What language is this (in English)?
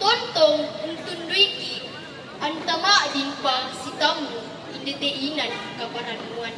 Toraja-Sa'dan